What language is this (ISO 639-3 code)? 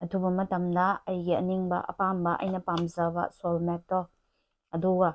mni